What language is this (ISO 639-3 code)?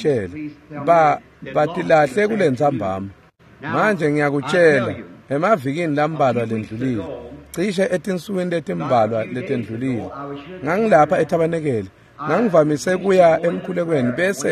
ssw